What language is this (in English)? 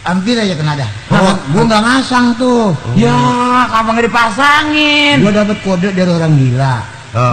Betawi